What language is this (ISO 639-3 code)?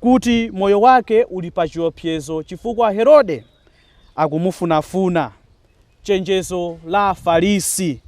nya